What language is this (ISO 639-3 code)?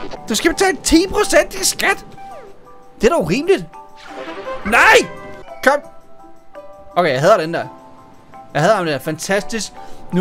dan